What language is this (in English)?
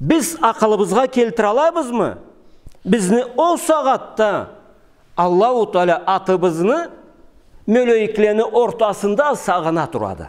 Karachay-Balkar